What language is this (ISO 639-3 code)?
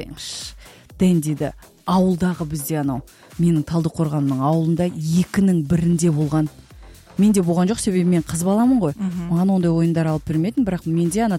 kaz